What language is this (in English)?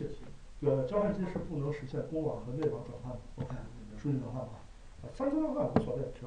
Chinese